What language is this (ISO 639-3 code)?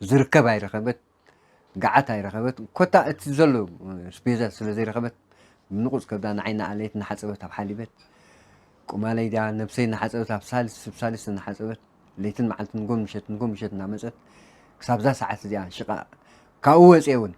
tir